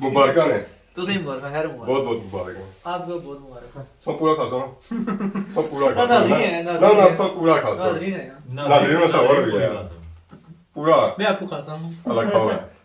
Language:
Pahari-Potwari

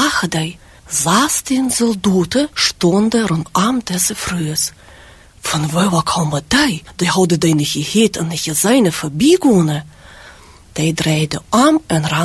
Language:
Dutch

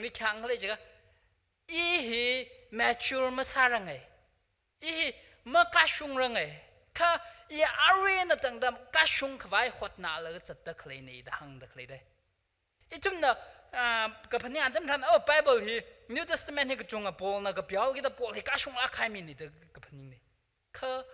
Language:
Tangkhul Naga (India)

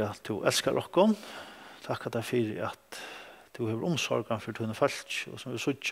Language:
Faroese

